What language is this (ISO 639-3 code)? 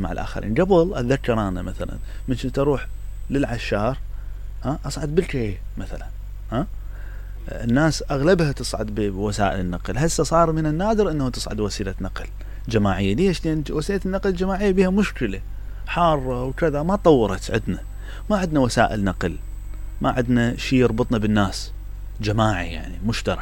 acm